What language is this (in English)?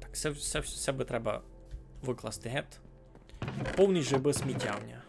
Rusyn